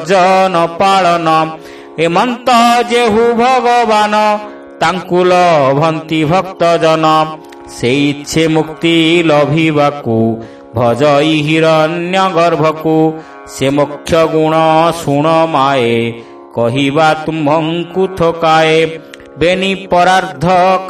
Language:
Odia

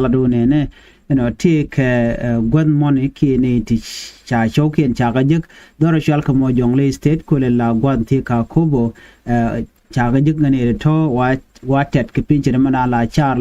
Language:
Nuer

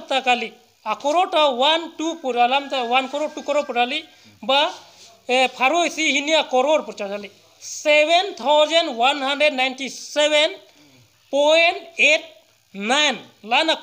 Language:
Karbi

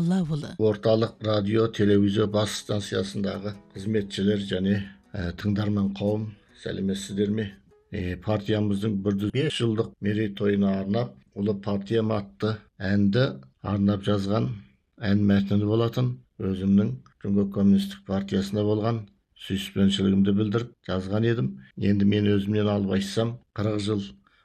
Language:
Kazakh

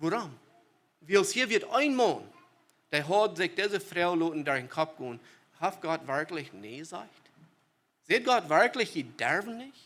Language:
Plautdietsch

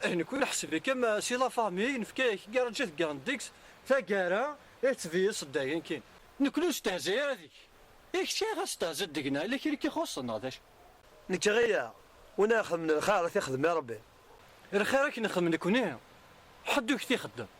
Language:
Kabyle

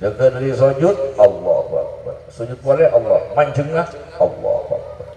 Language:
Madurese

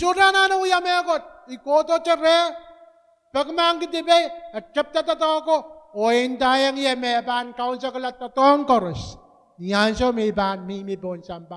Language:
Pohnpeian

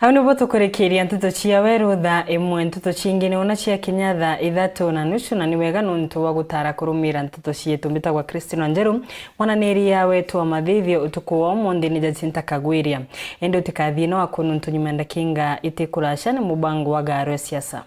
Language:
Meru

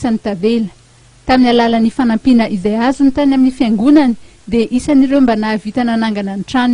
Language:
Malagasy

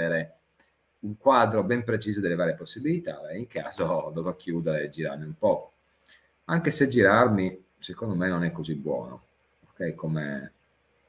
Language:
Italian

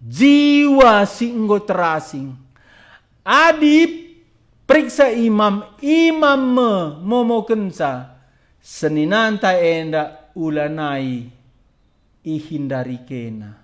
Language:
Batak Karo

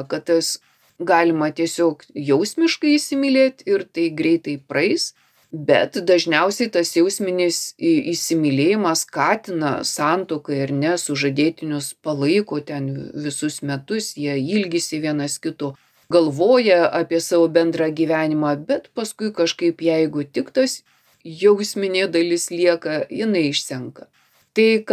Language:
Lithuanian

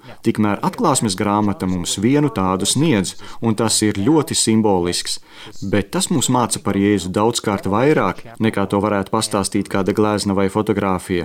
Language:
Latvian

